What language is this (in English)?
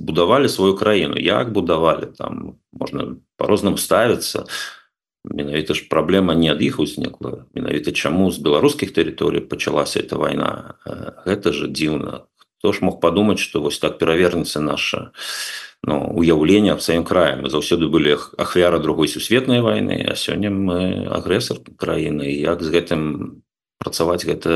Belarusian